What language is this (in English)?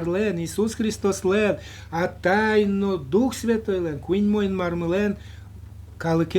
Udmurt